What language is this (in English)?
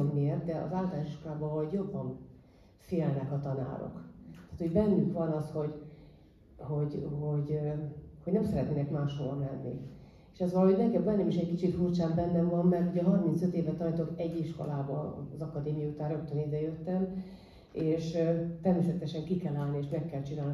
Hungarian